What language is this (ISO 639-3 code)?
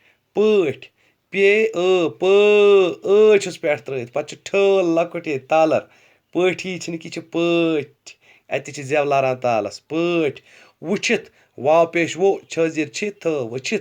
kas